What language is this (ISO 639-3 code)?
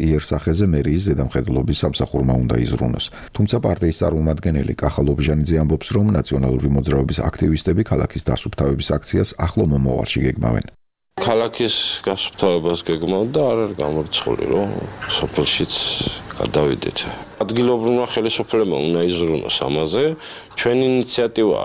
kat